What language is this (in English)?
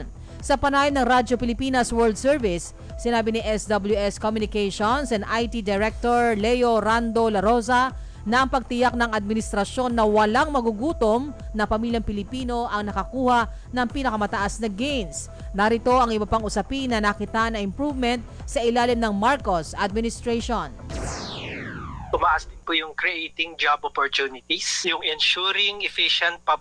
Filipino